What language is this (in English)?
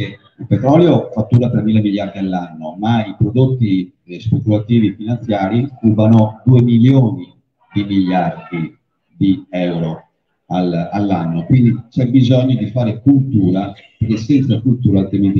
Italian